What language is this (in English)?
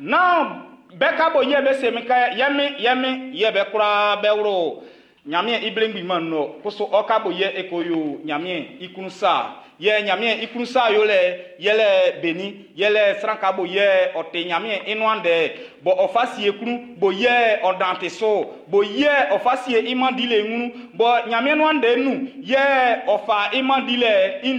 Baoulé